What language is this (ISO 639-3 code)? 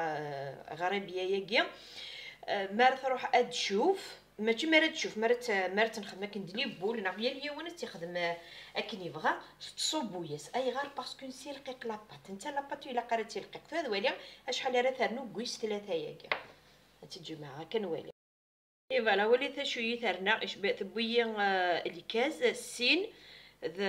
kab